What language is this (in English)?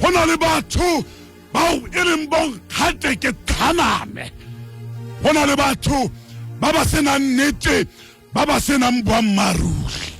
Tswana